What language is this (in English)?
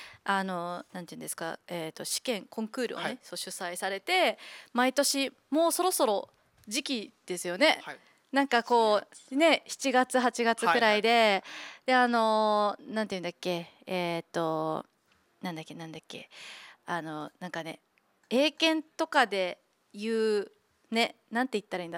Japanese